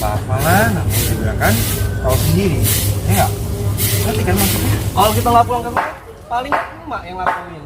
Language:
Betawi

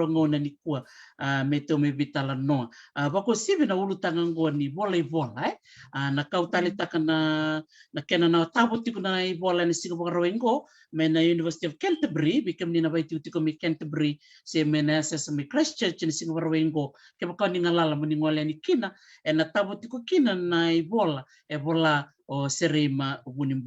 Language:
Fijian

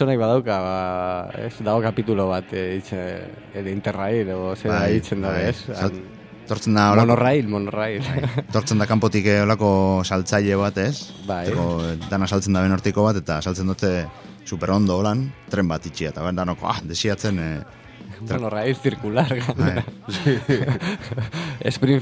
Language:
Basque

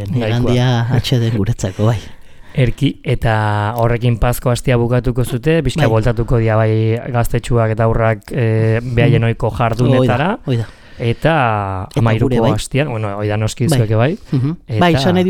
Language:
Basque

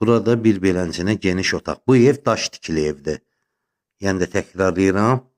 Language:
Azerbaijani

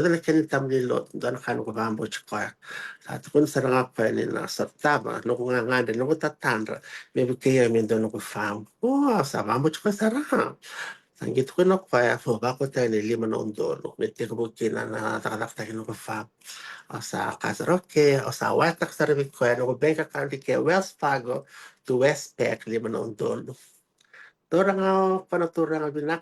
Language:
Fijian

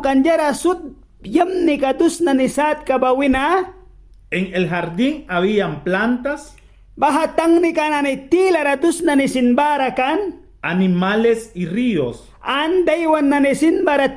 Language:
Mískito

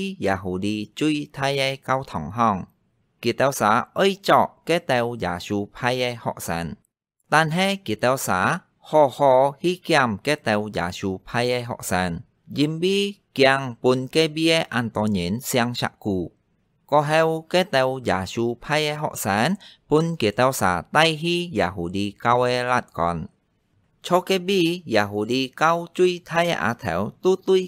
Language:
Hakka Chinese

